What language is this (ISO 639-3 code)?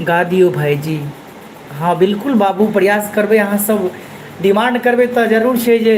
mai